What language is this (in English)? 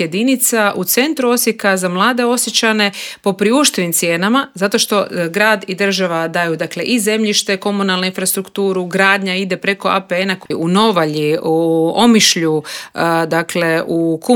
Croatian